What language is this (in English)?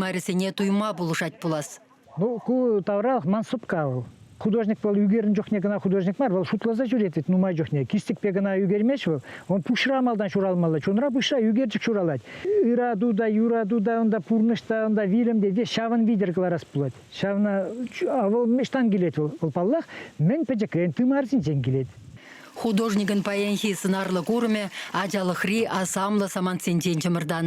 Chuvash